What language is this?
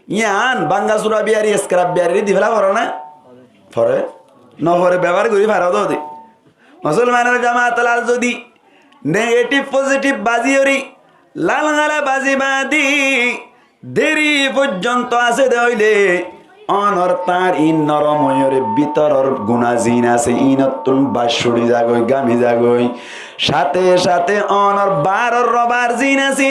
Rohingya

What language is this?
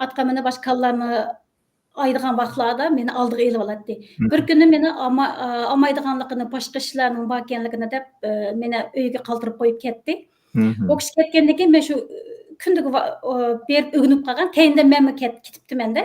Uyghur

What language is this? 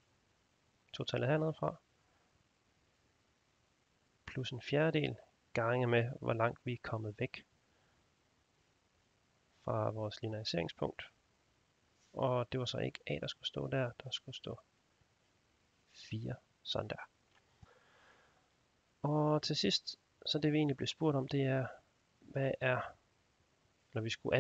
Danish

